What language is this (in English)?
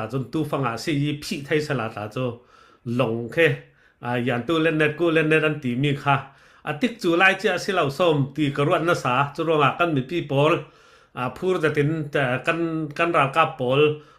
Falam Chin